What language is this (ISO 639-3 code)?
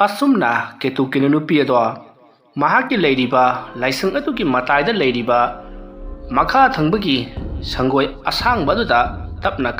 mni